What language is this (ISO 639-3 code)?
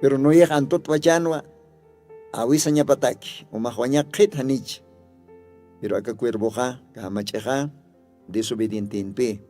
aym